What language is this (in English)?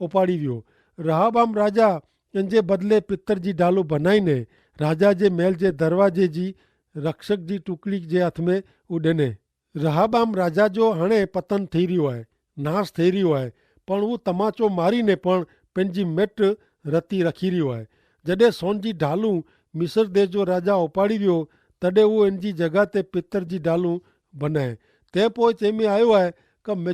Kachhi